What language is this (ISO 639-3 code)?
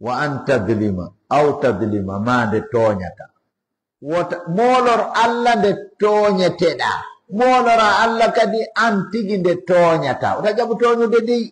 ful